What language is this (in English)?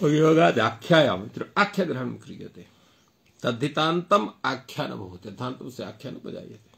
Sanskrit